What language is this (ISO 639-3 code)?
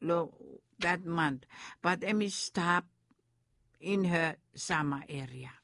bis